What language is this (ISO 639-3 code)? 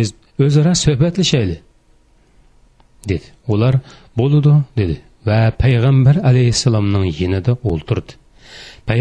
uig